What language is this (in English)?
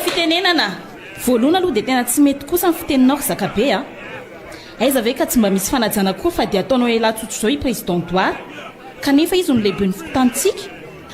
Malagasy